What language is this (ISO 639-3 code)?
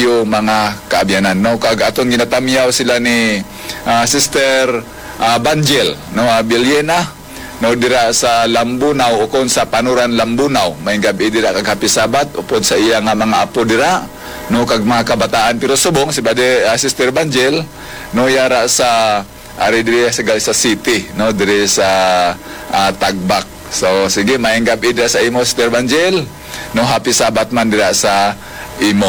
hil